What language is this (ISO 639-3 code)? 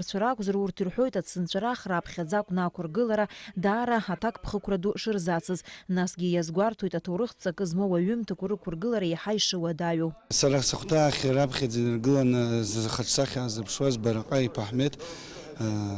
abk